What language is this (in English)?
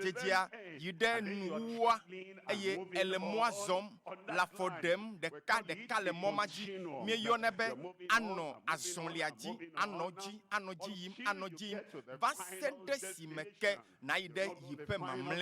Ewe